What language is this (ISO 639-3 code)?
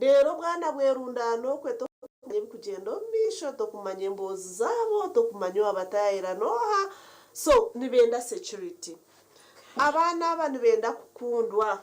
nyn